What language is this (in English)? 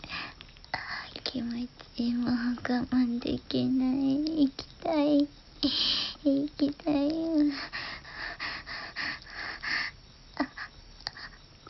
Japanese